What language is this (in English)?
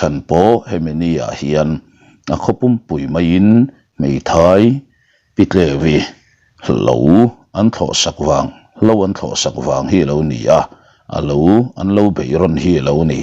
Mizo